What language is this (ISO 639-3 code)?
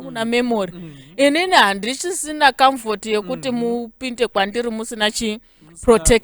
sna